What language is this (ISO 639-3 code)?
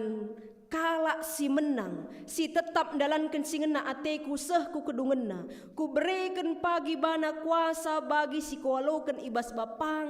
btx